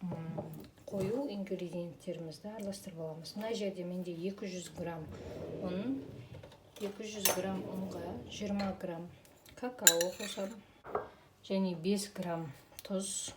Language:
Kazakh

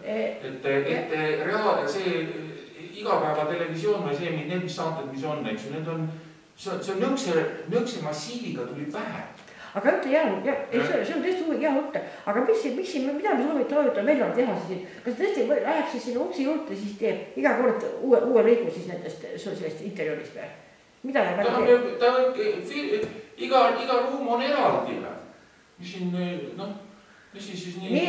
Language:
Estonian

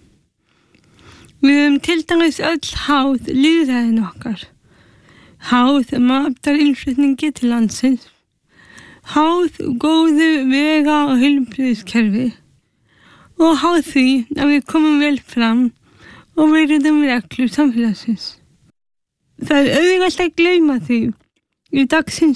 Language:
Icelandic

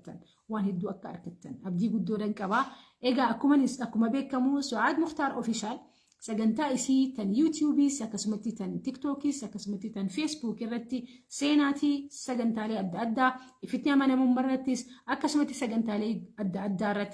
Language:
Oromo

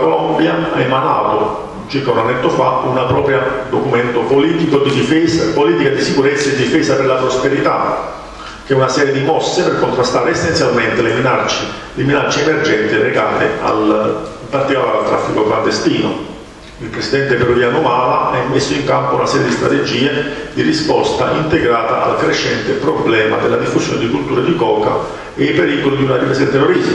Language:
Italian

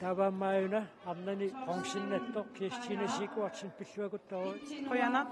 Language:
Kalaallisut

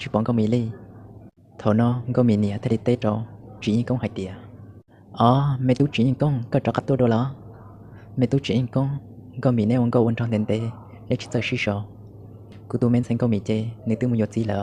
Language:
Hmong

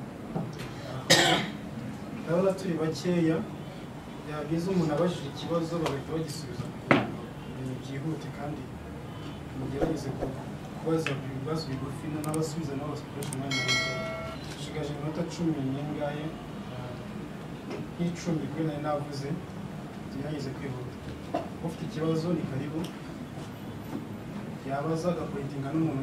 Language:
Kinyarwanda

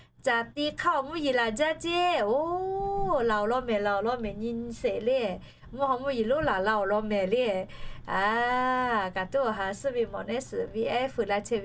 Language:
Lahu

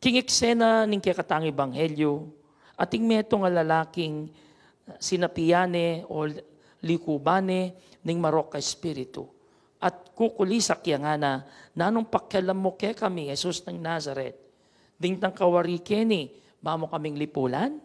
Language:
Pampanga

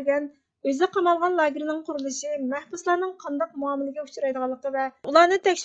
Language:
Uyghur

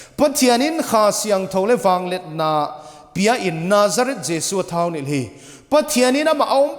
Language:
Paite Chin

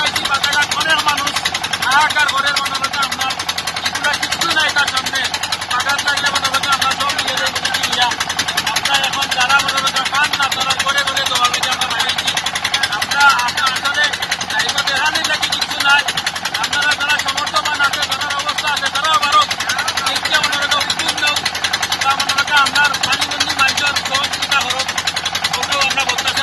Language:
Sylheti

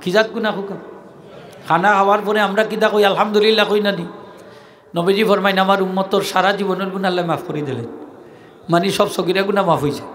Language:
Sylheti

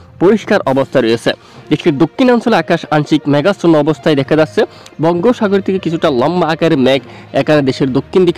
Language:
Bangla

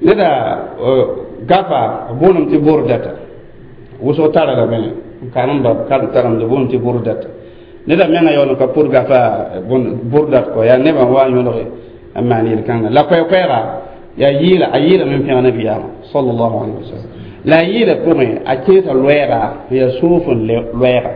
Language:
Mossi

